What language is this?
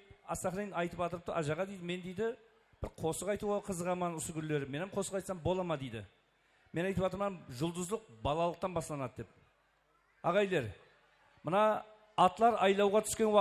Kara-Kalpak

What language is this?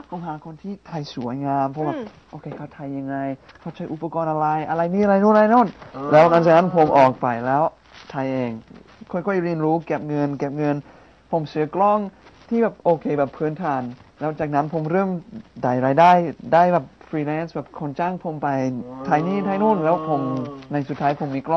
Thai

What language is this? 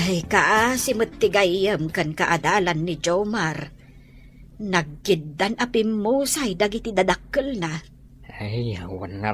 Iloko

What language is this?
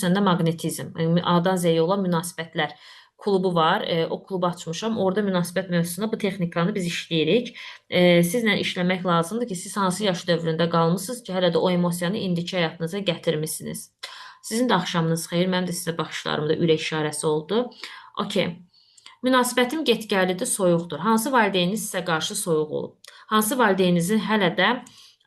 Azerbaijani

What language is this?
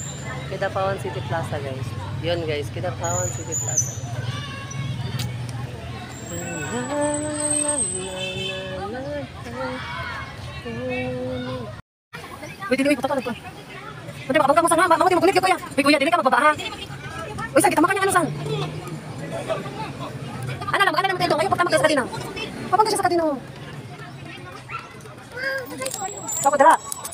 Filipino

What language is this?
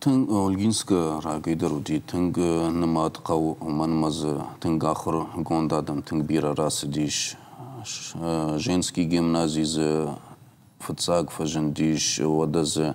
Ossetic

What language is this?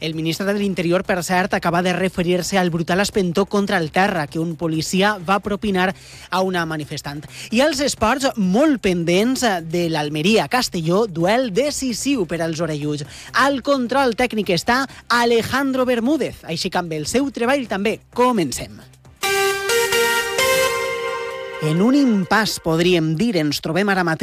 Catalan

